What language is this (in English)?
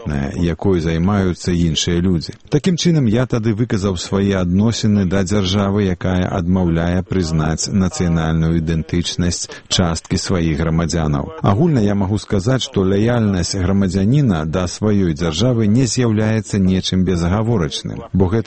Belarusian